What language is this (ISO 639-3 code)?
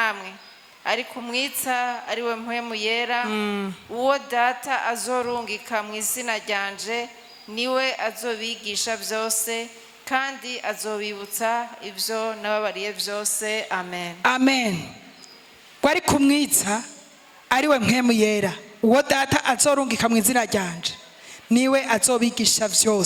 run